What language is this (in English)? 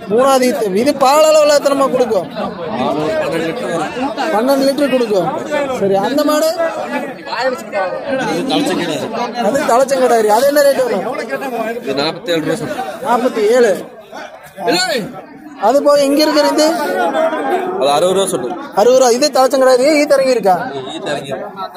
Tamil